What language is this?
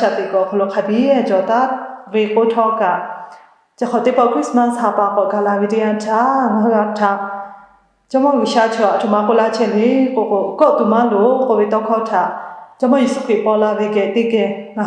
Lahu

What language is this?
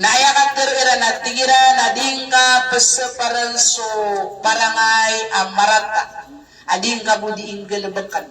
Maranao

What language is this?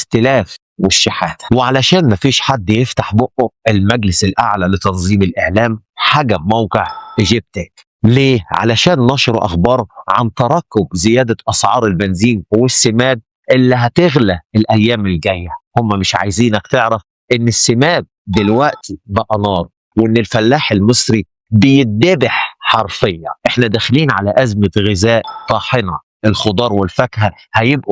Egyptian Arabic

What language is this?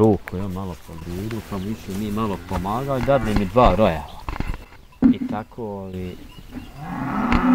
Bosnian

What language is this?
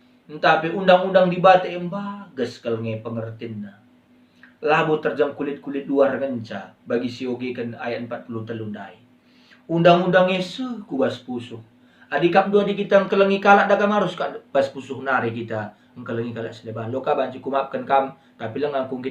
Batak Karo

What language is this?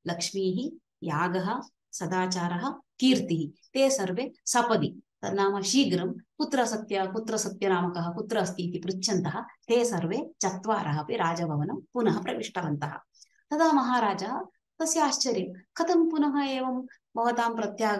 Sanskrit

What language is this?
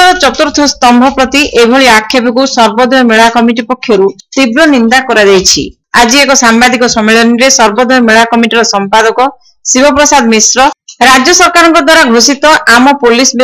Odia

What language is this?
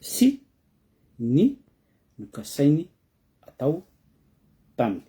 Malagasy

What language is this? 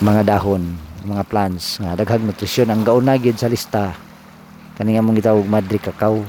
Cebuano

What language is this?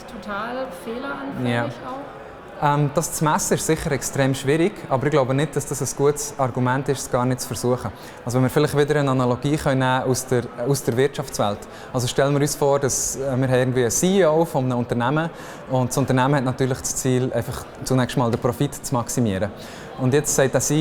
Swiss German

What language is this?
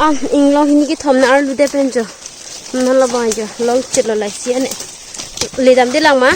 Karbi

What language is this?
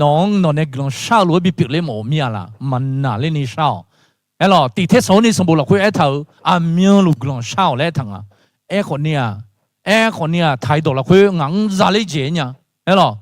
Akha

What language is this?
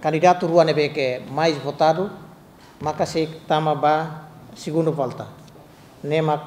Tetum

